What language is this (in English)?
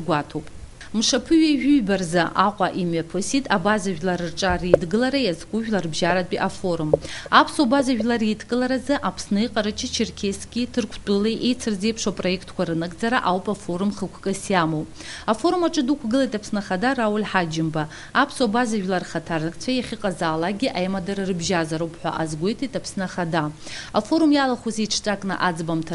Abkhazian